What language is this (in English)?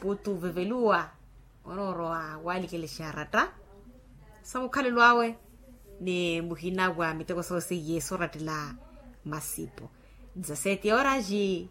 Makhuwa